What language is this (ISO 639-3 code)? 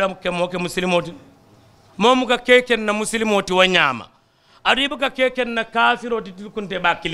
man